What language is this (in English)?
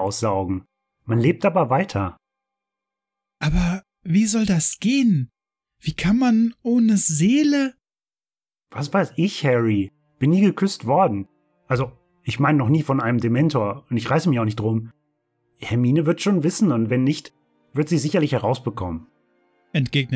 German